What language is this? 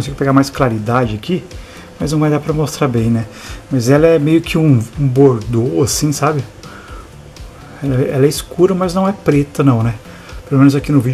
Portuguese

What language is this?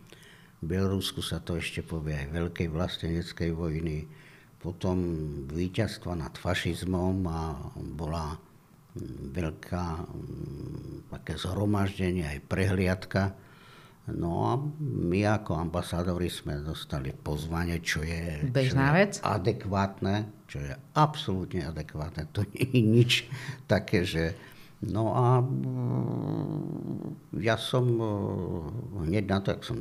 Slovak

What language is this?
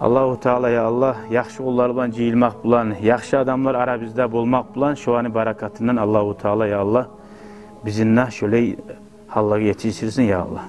Kumyk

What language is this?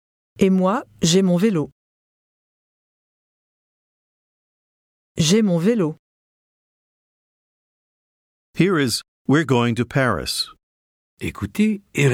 French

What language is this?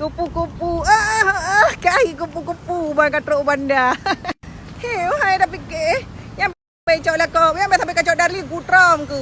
Achinese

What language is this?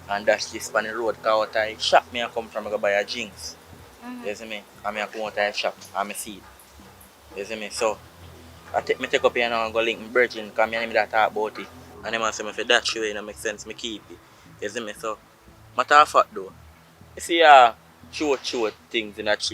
Jamaican Creole English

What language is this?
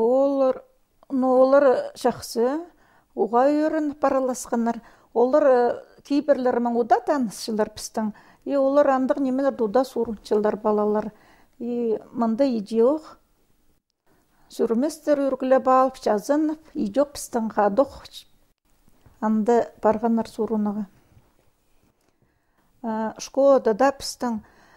Khakas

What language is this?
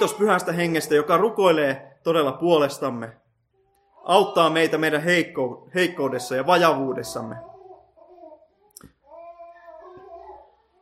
Finnish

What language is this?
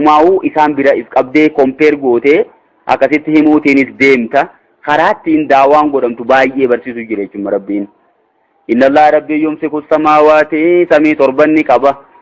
Oromo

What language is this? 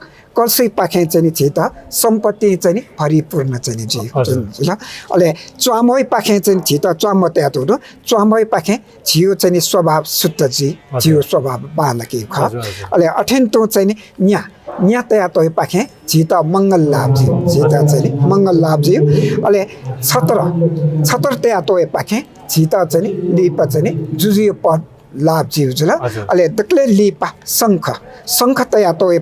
Newari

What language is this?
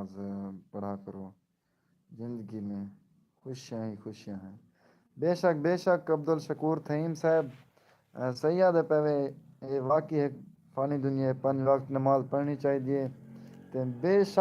Saraiki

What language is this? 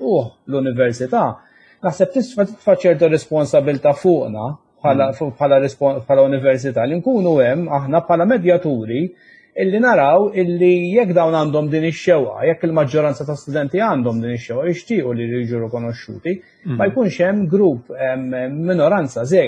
Maltese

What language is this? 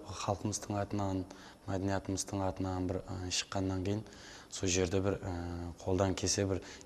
Kara-Kalpak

